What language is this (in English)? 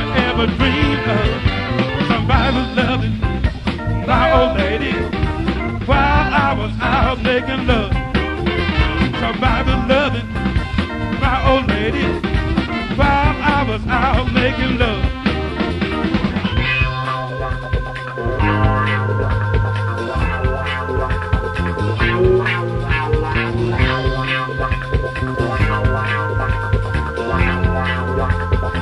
English